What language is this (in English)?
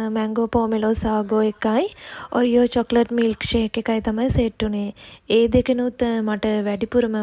Sinhala